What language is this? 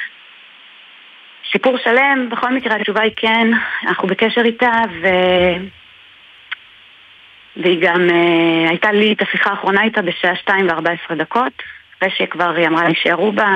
Hebrew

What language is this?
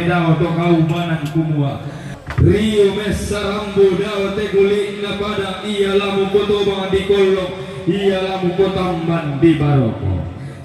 Toraja-Sa'dan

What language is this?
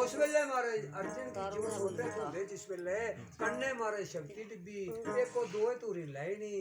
Dogri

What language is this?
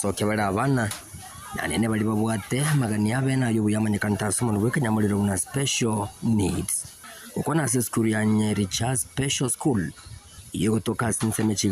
Gusii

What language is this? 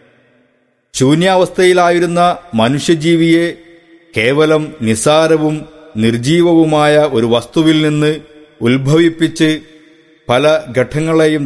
Malayalam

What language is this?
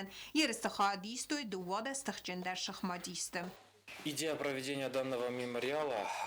Ossetic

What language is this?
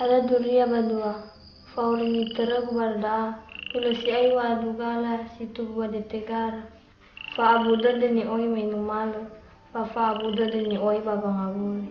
Nias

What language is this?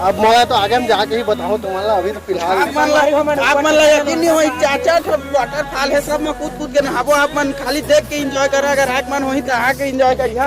Chhattisgarhi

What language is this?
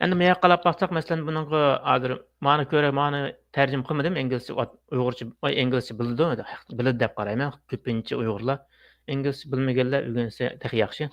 Uyghur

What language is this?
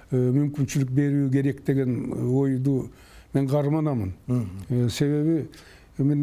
Kyrgyz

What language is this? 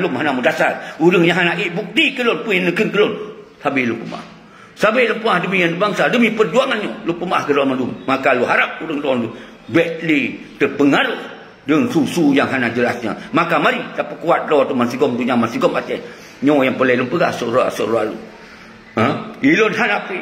Achinese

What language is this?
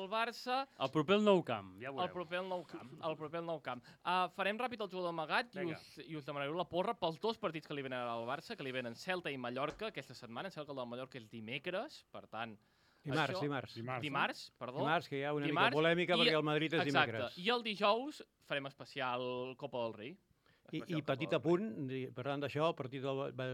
Catalan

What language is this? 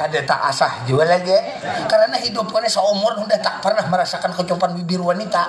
Banjar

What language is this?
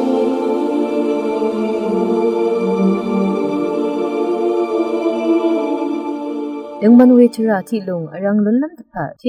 Rawang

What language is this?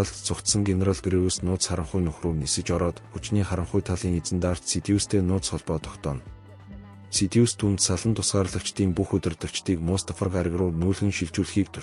Mongolian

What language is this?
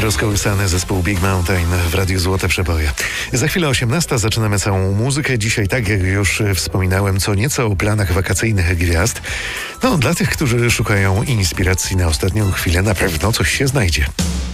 Polish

